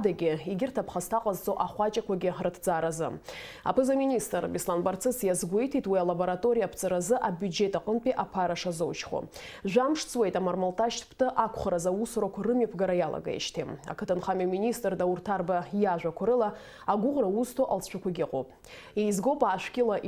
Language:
Abkhazian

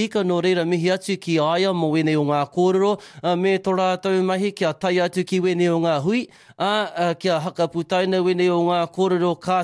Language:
Māori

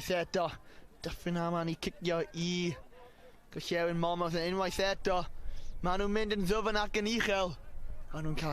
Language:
Welsh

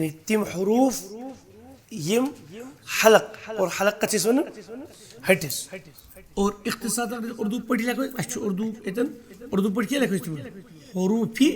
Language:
Kashmiri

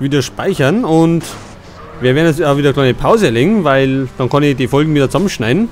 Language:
Bavarian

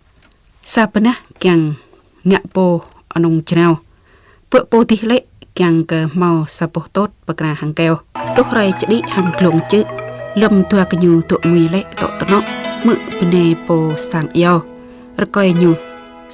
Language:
Jarai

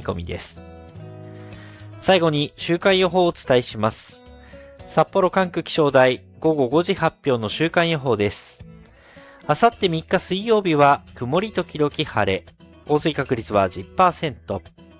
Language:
Japanese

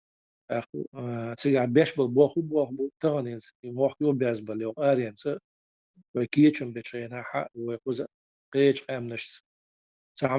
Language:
Chechen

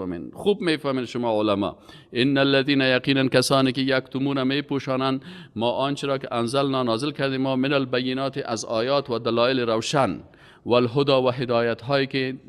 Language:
Persian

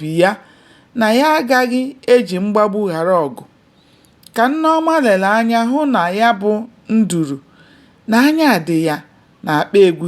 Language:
Igbo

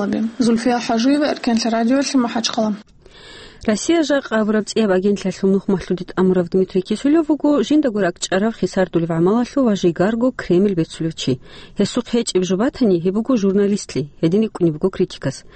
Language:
Avaric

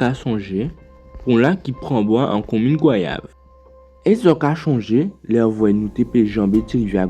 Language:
Guadeloupean Creole French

